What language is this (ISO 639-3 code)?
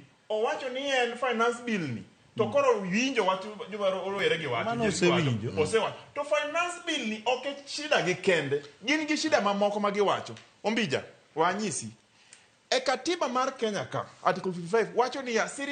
luo